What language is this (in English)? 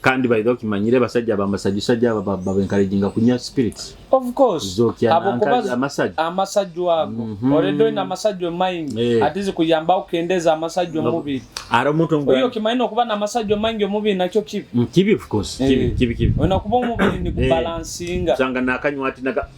Nyoro